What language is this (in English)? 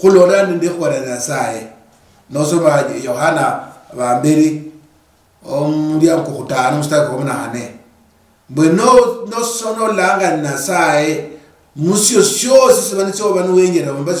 Luyia